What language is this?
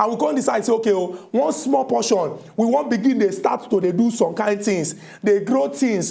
Nigerian Pidgin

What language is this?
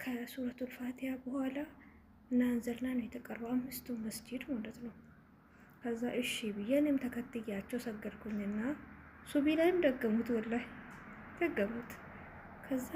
Amharic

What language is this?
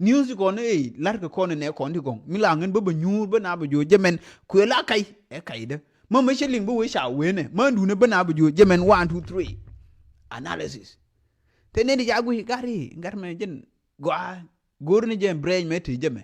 Nuer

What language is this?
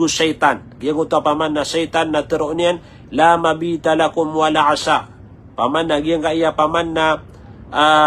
Maranao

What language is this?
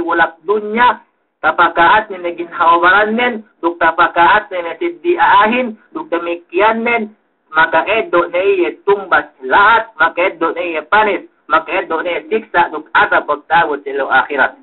Yakan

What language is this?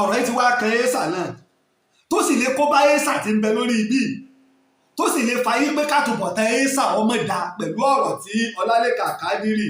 Yoruba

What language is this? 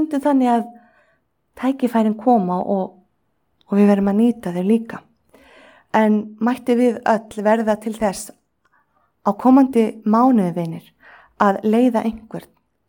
Icelandic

